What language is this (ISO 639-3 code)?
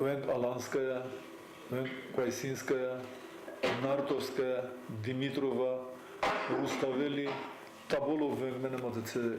oss